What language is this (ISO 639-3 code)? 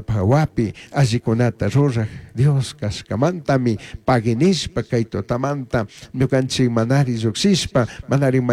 qug